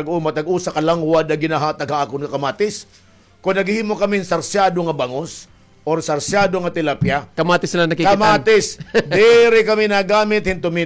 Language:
Waray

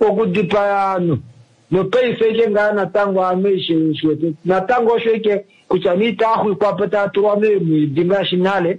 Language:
Kuanyama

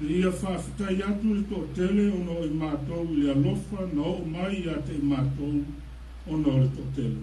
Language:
Samoan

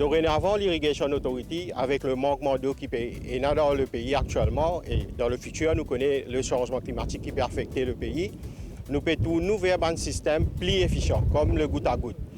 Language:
Morisyen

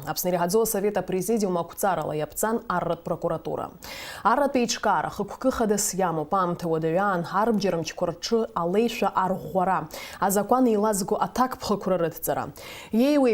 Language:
Abkhazian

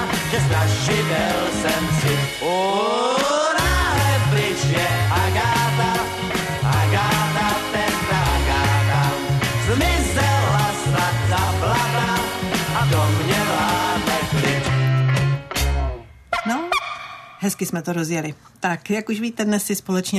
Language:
Czech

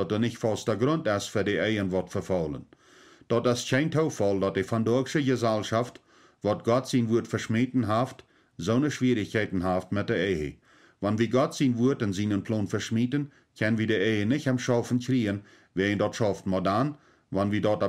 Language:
Plautdietsch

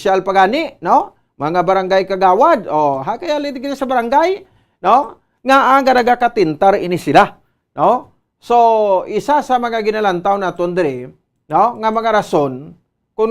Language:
Hiligaynon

